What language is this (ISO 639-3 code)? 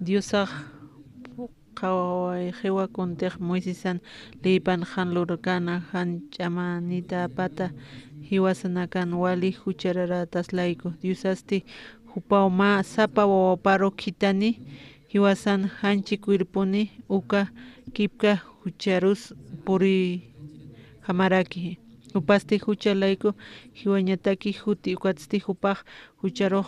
aym